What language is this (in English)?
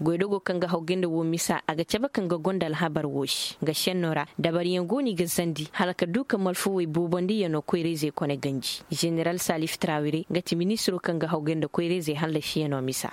Koyraboro Senni